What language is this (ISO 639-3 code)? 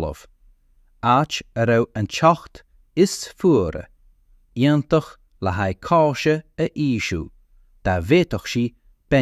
gle